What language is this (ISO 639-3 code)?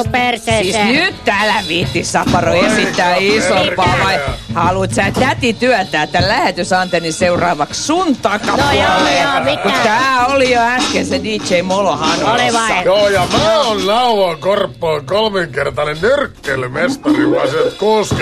fin